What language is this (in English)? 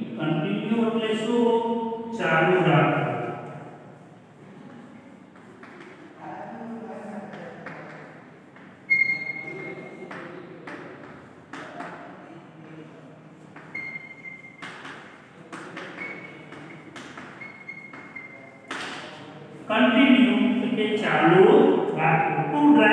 Gujarati